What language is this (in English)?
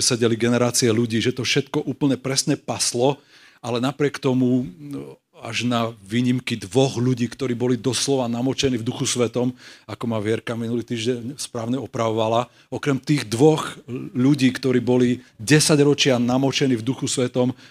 Slovak